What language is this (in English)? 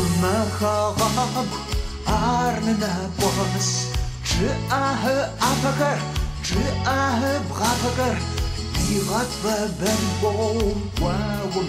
Kabardian